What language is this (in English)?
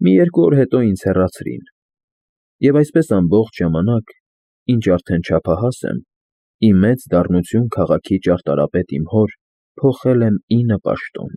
Armenian